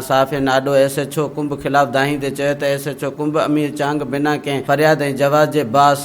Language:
Sindhi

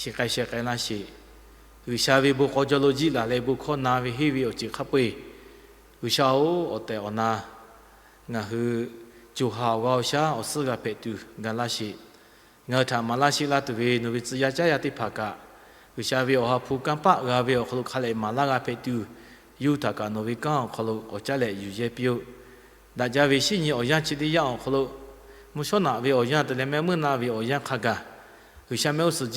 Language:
Lahu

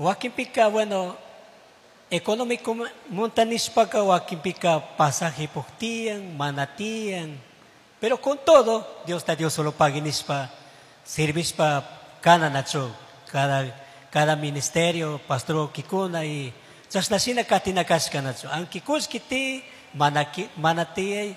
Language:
Chimborazo Highland Quichua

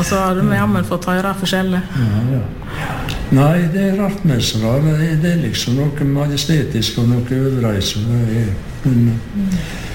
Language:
Norwegian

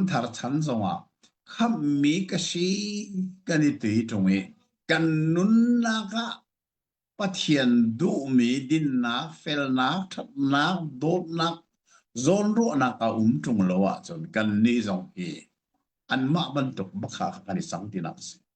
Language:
Hakha Chin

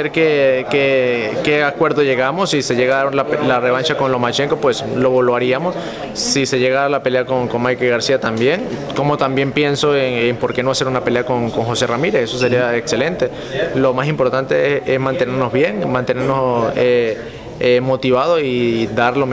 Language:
Spanish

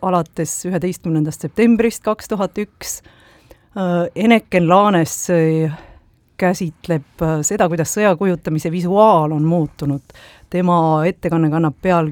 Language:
Estonian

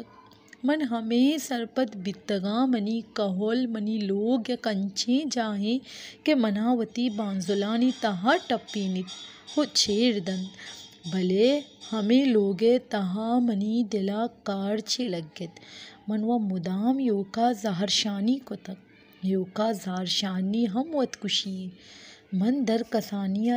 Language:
Baluchi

